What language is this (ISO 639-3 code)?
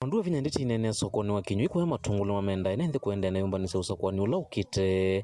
kam